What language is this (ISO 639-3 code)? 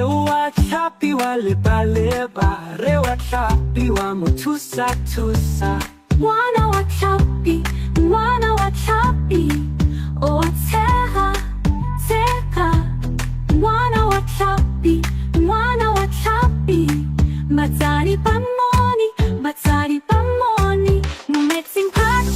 tsn